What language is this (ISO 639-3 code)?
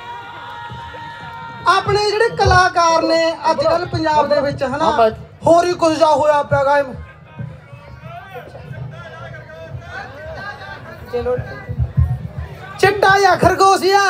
pan